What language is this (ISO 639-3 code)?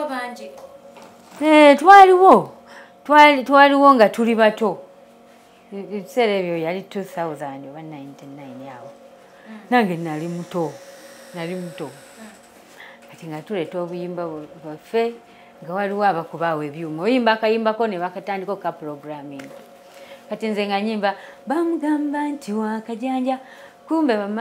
lug